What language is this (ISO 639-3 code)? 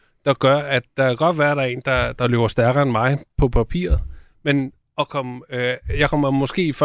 dan